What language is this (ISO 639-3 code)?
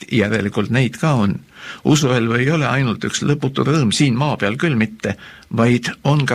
est